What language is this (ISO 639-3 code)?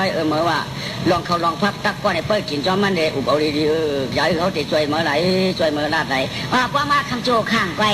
shn